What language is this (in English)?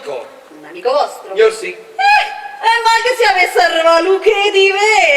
Neapolitan